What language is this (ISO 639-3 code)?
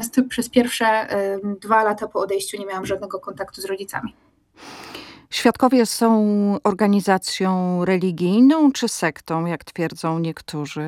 pol